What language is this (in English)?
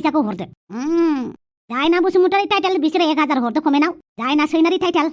Bodo